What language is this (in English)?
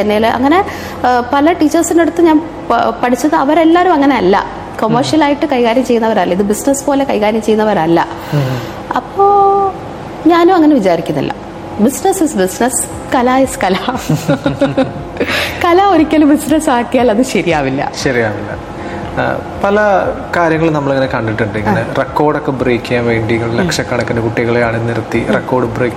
Malayalam